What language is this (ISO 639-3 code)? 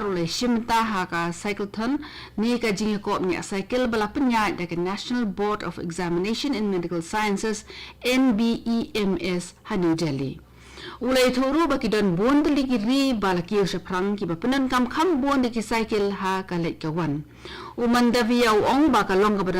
kha